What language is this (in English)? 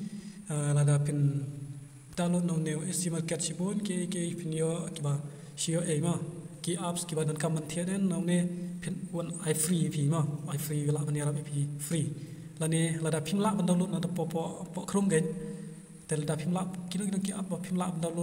Khasi